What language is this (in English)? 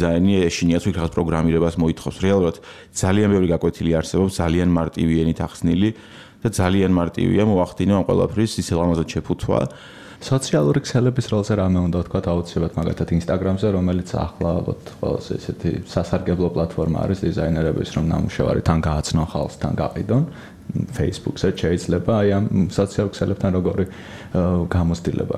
Georgian